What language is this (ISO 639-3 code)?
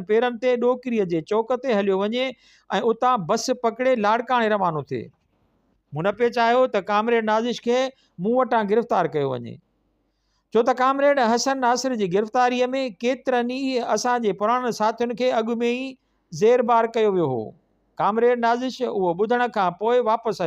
snd